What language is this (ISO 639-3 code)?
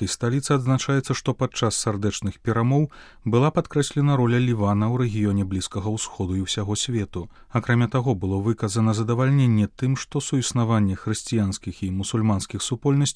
bel